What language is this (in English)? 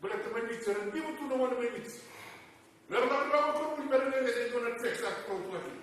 Fijian